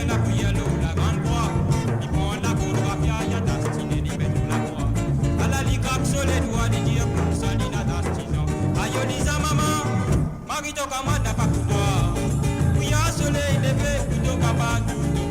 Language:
Morisyen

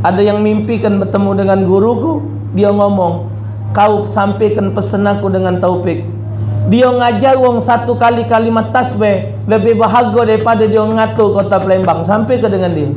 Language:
Musi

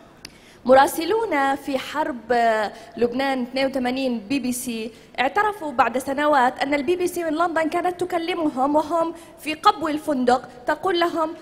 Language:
Arabic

